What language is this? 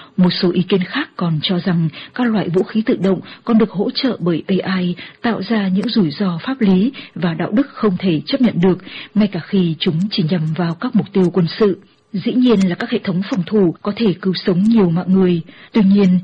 Vietnamese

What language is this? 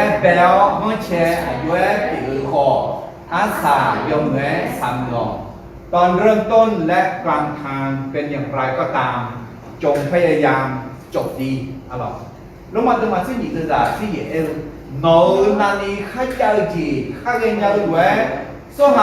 Akha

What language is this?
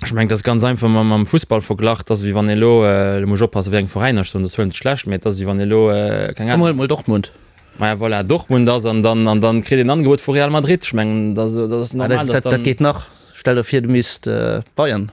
Luxembourgish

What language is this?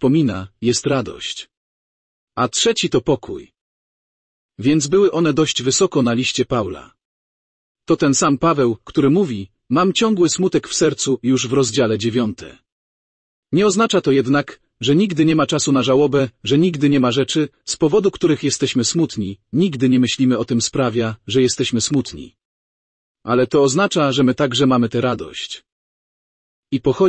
Polish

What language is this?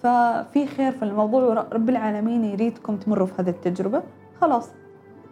Gulf Arabic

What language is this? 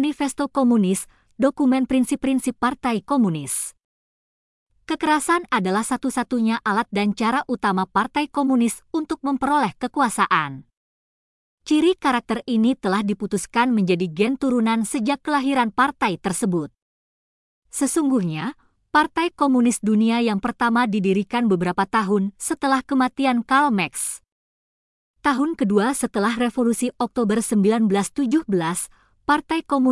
Indonesian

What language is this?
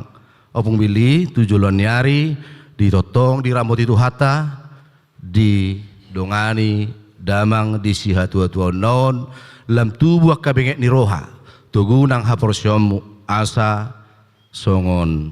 Batak Toba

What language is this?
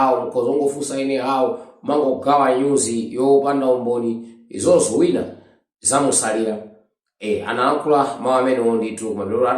Nyanja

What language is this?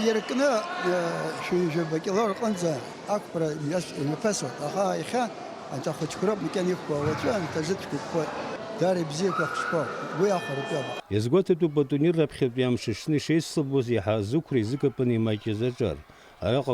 Abkhazian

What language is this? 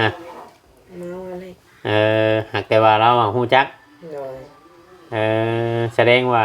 Northeastern Thai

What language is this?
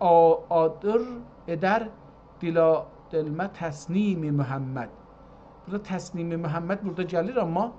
South Azerbaijani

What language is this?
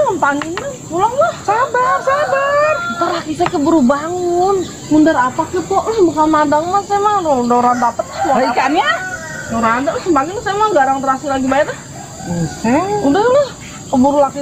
Betawi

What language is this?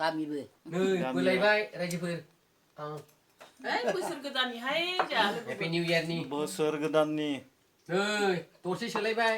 Bodo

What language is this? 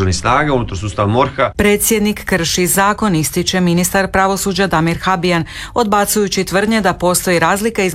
Croatian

